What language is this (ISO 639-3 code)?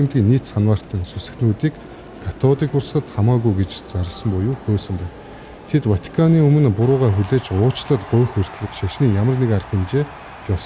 mon